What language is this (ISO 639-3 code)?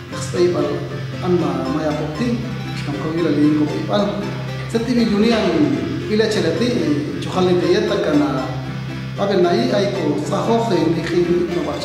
jac